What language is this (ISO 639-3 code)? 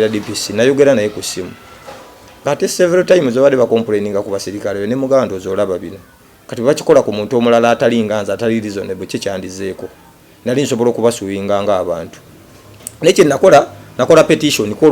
lug